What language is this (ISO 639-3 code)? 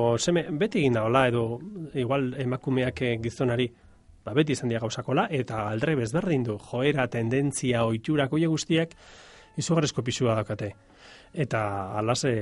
eus